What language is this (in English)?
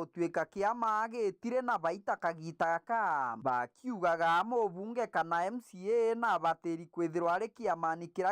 Meru